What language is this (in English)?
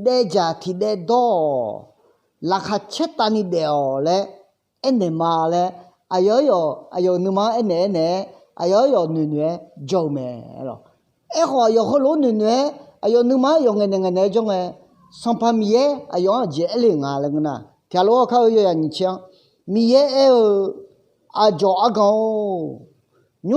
Akha